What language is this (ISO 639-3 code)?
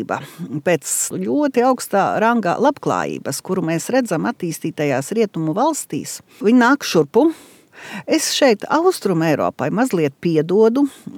lav